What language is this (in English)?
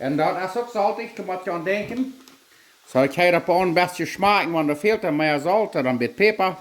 Plautdietsch